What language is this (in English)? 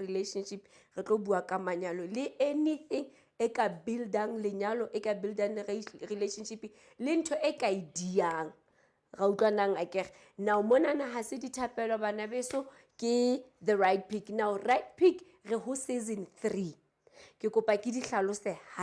Southern Sotho